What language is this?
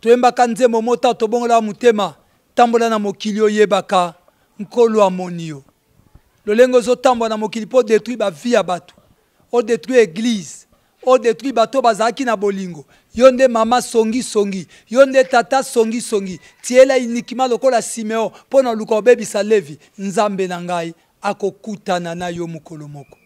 Lingala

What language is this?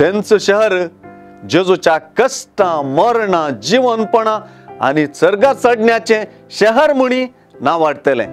Konkani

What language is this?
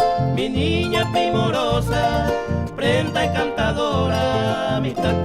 Guarani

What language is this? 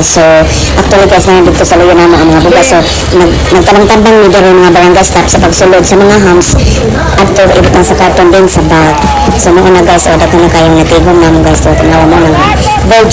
Cebuano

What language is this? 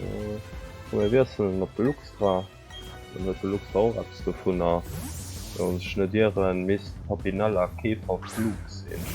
Luxembourgish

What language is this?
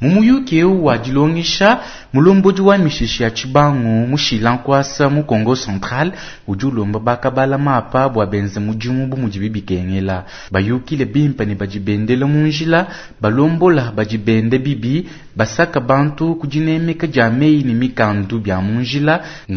Luba-Lulua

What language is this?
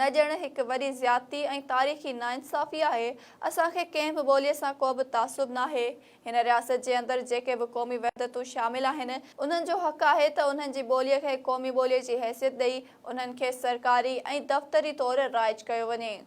Sindhi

